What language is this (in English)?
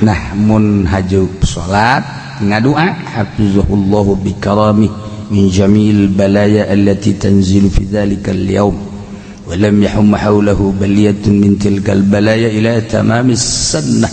Sundanese